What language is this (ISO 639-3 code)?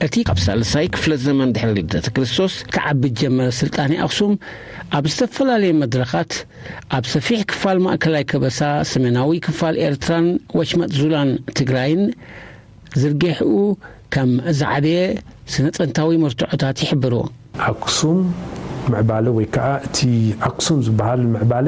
tir